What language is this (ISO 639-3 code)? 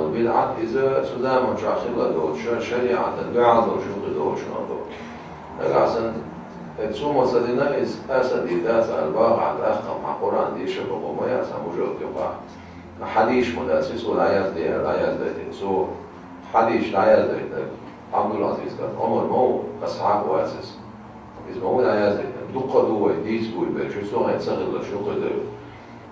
che